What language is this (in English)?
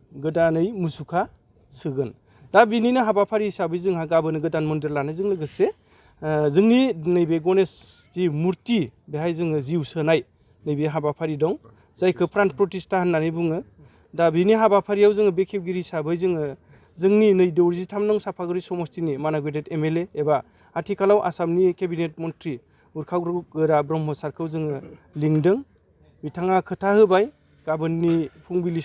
Bodo